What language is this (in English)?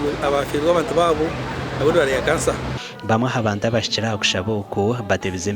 Nyankole